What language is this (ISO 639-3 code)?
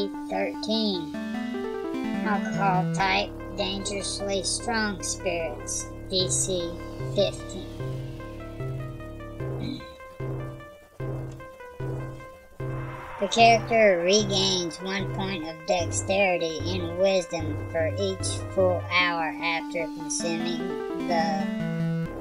eng